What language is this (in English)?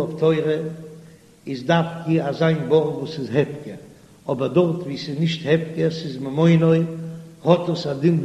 Yiddish